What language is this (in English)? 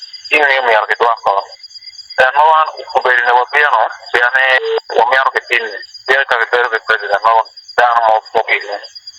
Acoli